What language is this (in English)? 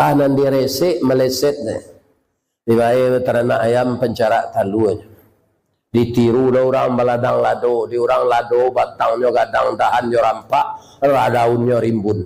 Minangkabau